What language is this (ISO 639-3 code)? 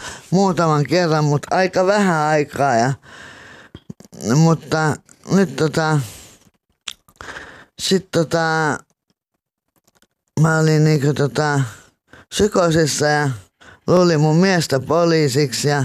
fin